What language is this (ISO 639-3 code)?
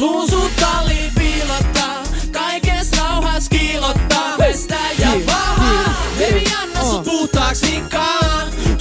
fin